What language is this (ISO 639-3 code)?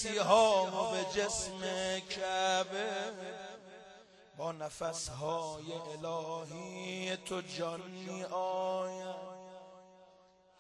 fas